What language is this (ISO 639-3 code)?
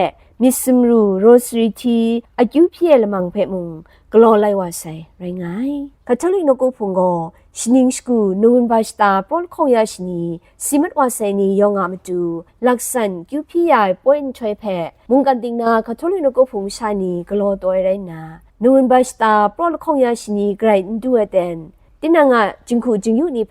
kac